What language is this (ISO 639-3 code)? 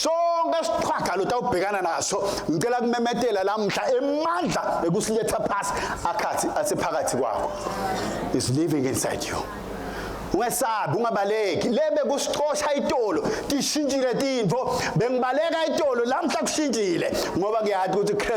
ssw